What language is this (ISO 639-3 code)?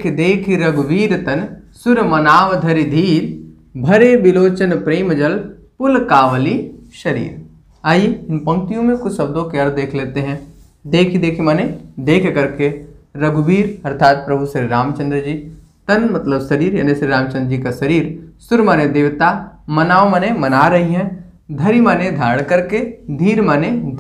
hin